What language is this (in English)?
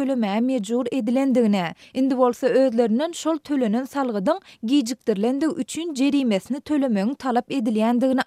Turkmen